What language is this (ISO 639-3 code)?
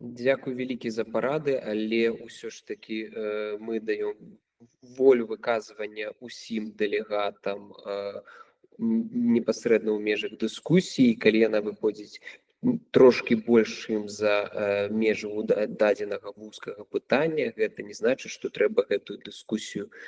bel